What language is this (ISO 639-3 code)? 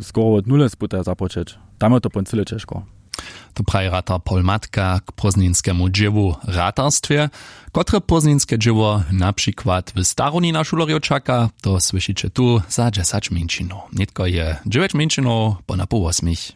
hsb